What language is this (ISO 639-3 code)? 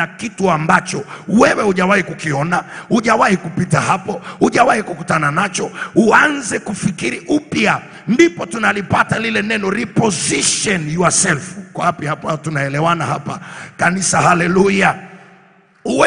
swa